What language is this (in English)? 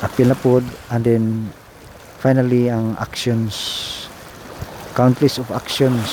Cebuano